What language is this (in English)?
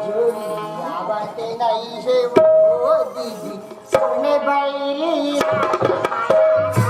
Chhattisgarhi